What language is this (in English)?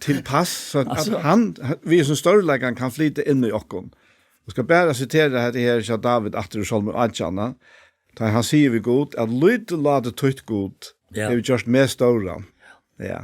Faroese